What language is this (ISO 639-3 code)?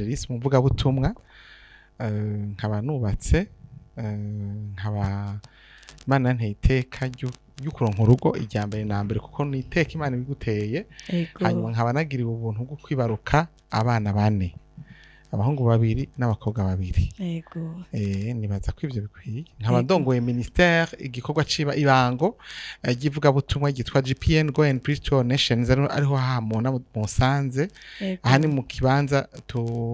run